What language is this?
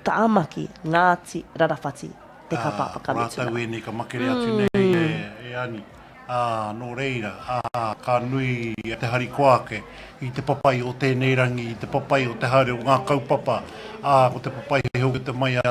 Māori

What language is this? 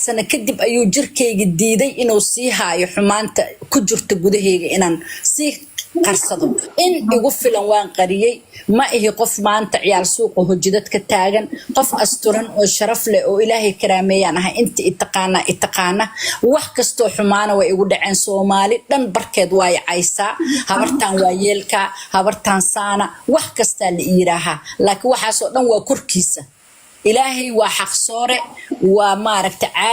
Somali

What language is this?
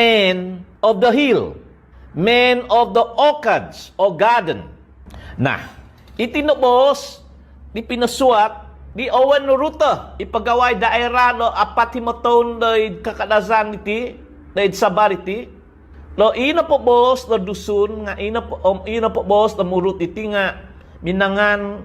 Central Dusun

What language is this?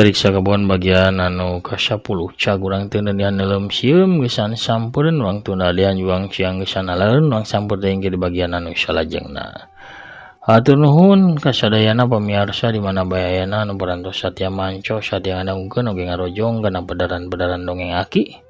Sundanese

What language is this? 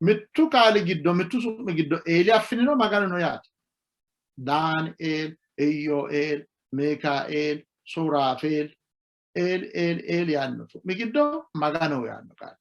Sidamo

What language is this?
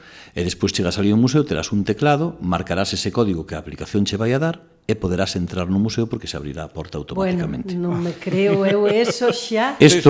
Galician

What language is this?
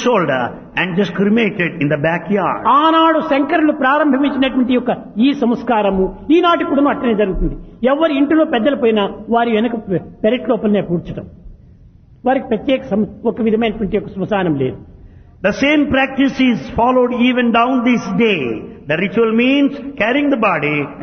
Telugu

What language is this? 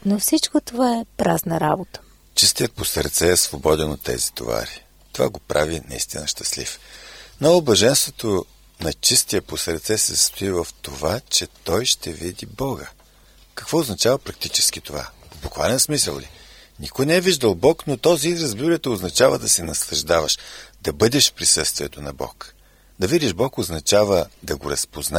Bulgarian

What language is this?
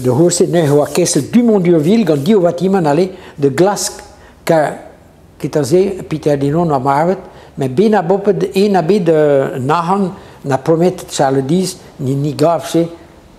Breton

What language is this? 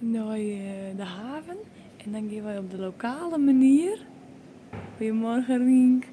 Western Frisian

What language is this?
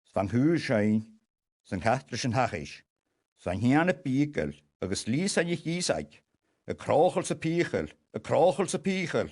Scottish Gaelic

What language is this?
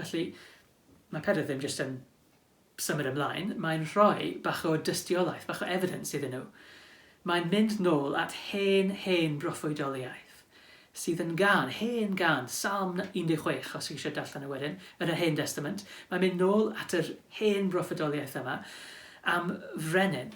Welsh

